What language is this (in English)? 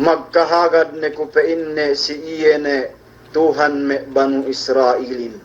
Yakan